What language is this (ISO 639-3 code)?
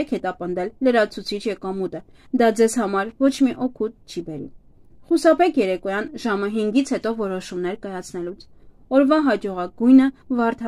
hye